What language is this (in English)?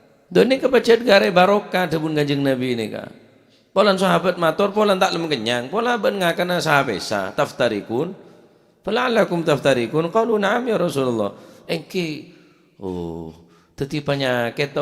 Madurese